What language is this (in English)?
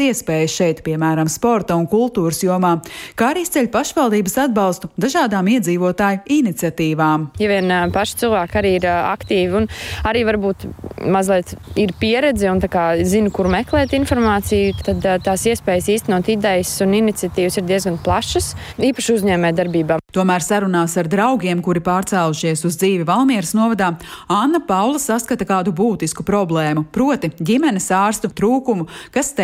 Latvian